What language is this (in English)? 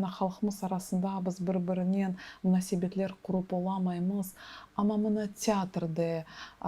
Crimean Tatar